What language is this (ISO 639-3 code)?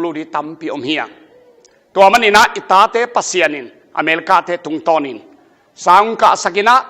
ctd